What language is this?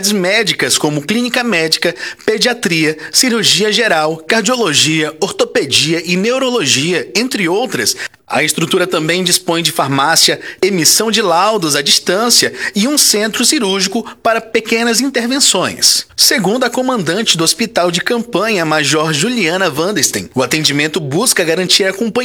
Portuguese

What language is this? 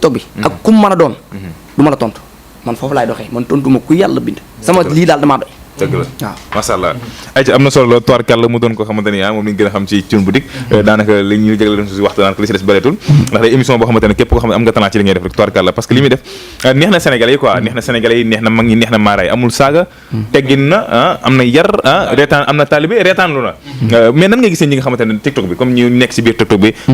Wolof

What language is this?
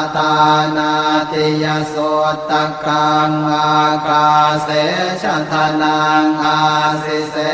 Pali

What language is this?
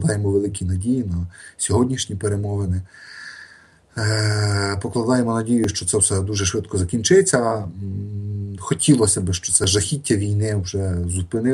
Ukrainian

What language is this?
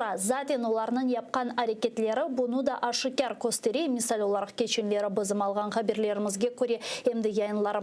Crimean Tatar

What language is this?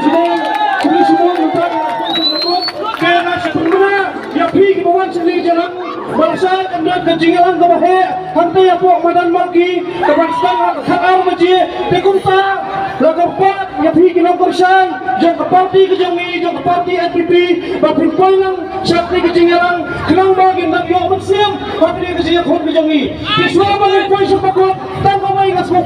Khasi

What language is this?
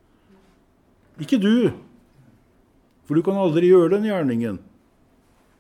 Norwegian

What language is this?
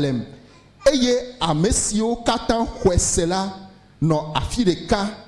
Ewe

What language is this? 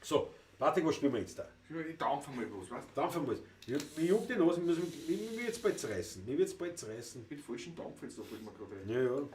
Bavarian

